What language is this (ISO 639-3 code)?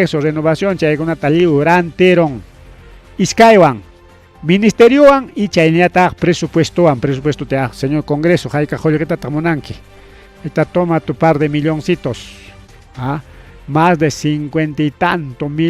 quy